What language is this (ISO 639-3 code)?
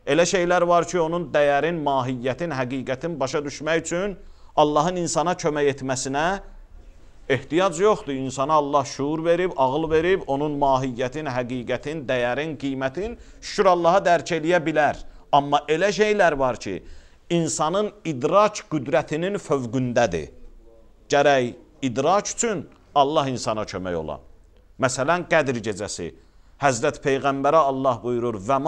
aze